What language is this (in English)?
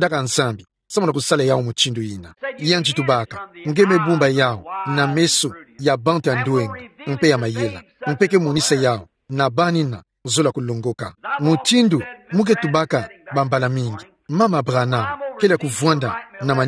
Kituba (Democratic Republic of Congo)